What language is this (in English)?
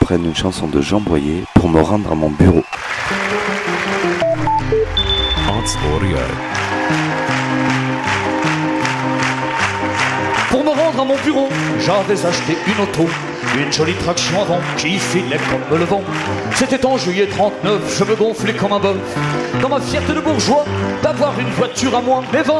French